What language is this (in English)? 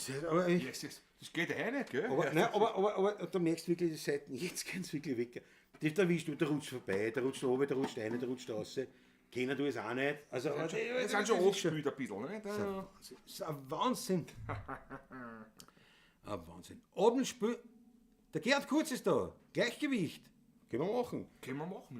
Bavarian